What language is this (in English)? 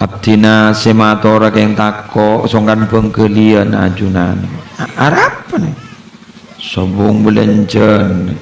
Madurese